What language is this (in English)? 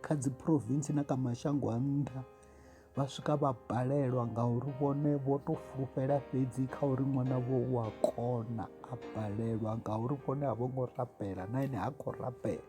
Venda